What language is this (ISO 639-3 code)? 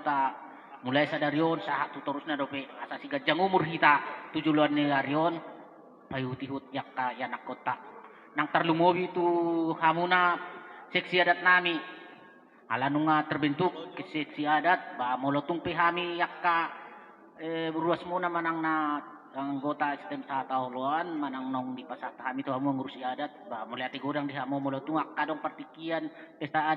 bbc